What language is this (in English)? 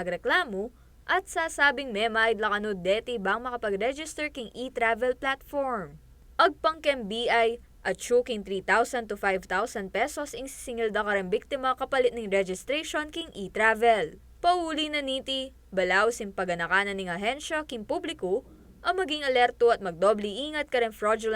Pampanga